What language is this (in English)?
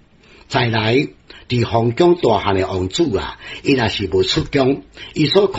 Min Nan Chinese